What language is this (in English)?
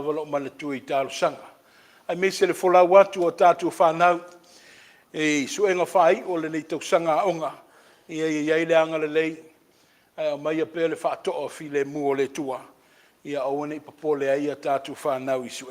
Samoan